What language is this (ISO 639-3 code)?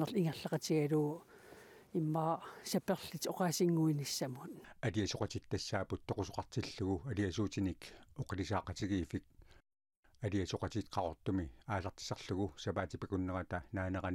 kal